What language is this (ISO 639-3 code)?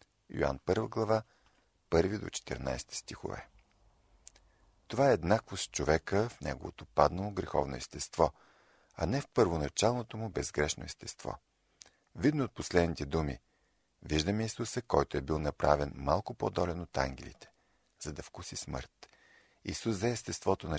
bul